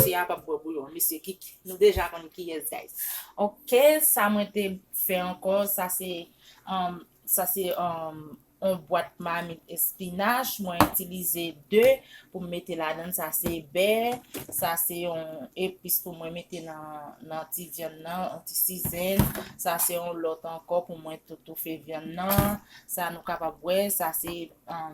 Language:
Haitian Creole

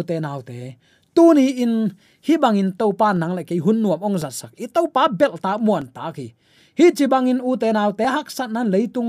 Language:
Tedim Chin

